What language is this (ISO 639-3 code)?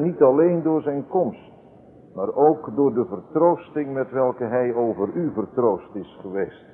nld